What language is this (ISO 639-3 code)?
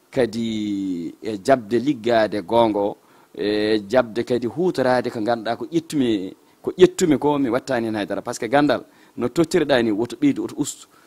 ful